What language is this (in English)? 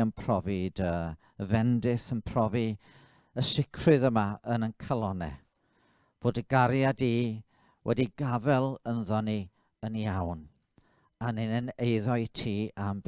Welsh